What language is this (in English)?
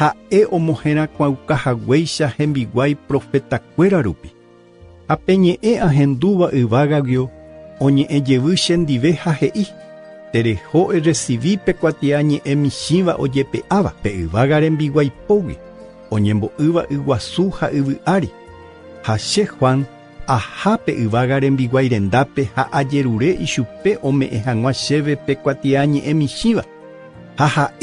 Guarani